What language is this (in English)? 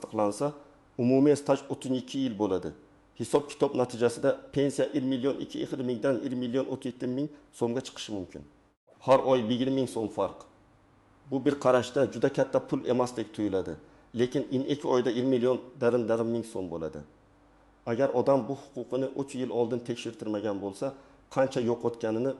Uzbek